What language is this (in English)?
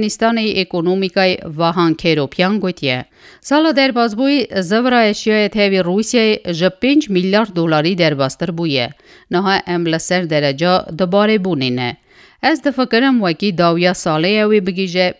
Kurdish